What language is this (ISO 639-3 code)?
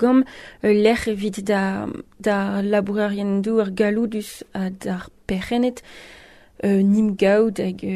bre